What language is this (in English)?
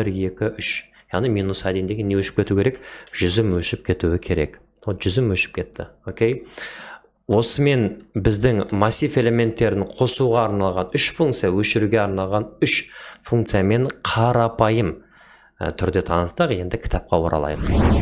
Kazakh